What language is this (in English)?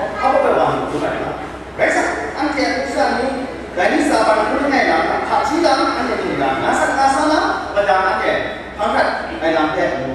Kachin